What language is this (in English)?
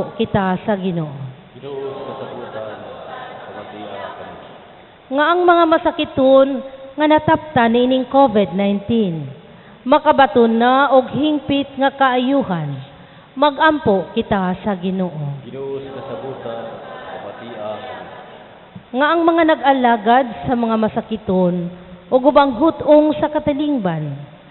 Cebuano